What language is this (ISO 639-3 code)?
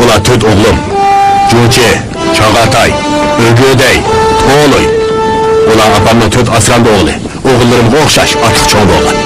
uig